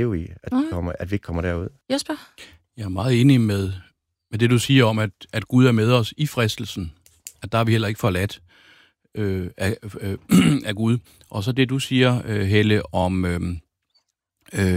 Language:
Danish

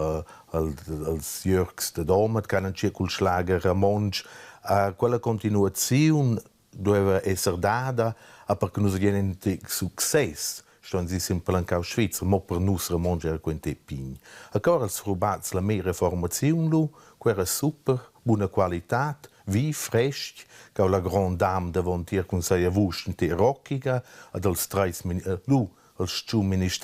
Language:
Romansh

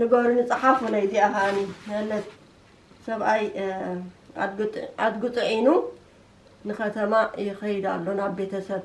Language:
Tigrinya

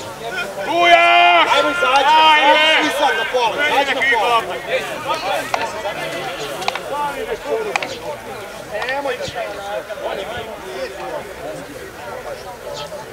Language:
Croatian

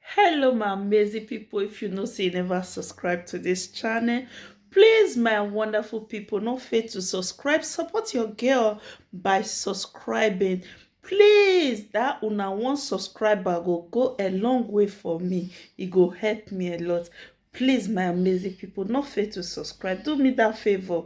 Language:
Nigerian Pidgin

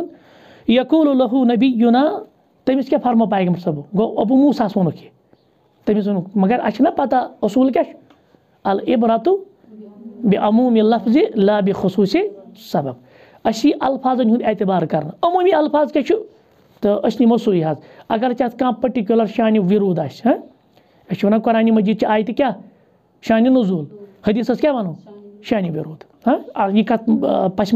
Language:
Kashmiri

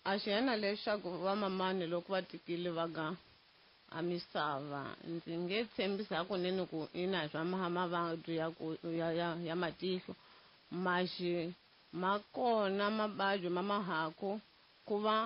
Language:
Tsonga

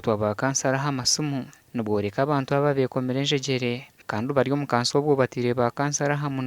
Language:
Nyankole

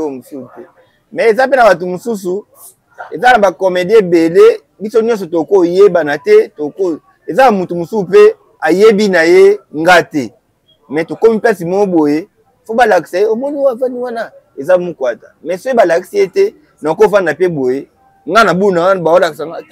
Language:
Lingala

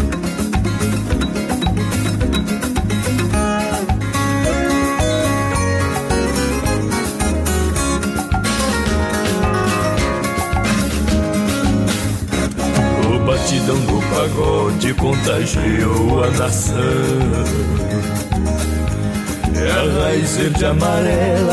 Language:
Portuguese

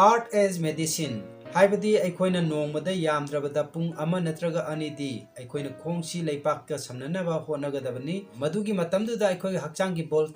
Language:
Manipuri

